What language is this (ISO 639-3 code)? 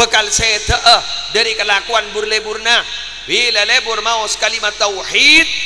mad